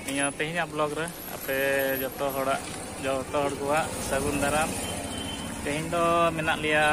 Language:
Santali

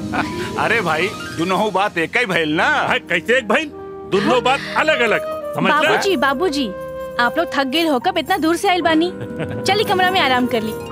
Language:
Bhojpuri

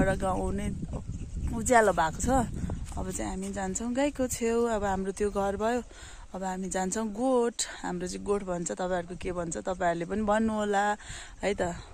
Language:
Nepali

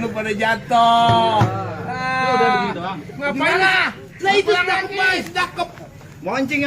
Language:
Betawi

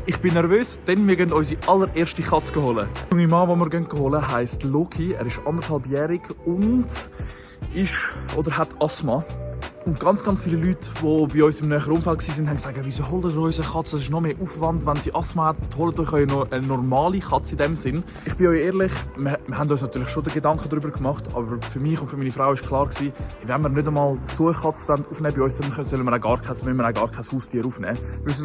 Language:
Swiss German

